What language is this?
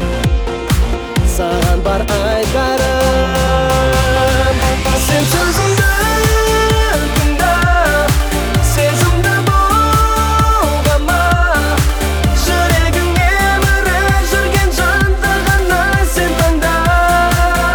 Kazakh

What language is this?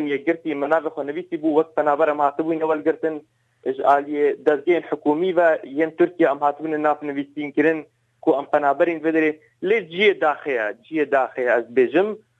Kurdish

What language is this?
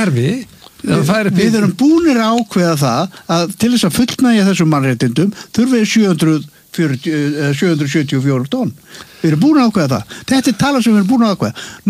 Icelandic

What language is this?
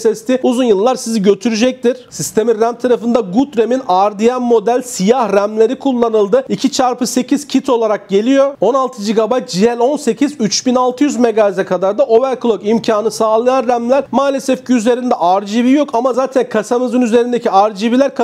Turkish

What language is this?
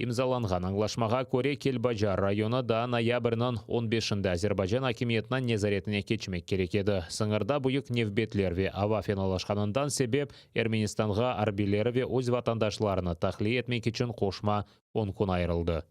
Crimean Tatar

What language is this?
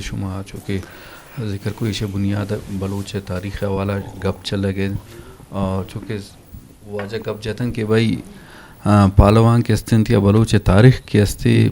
Eastern Balochi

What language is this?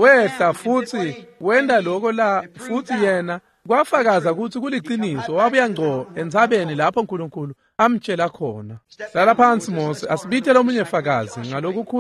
Swati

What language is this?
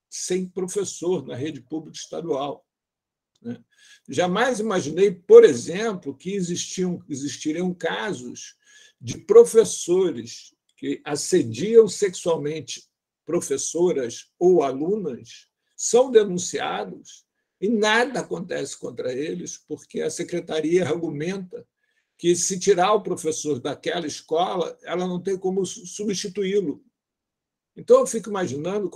Portuguese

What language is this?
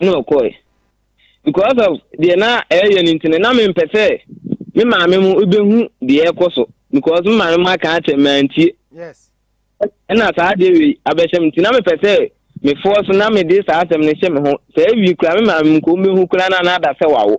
Akan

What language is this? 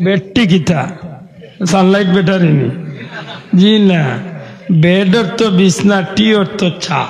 Sylheti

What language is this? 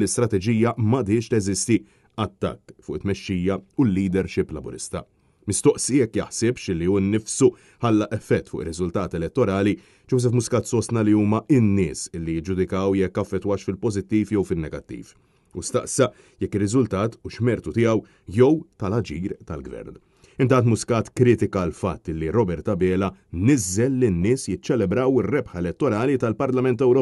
Maltese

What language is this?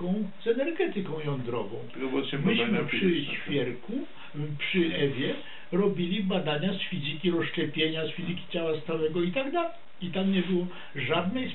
Polish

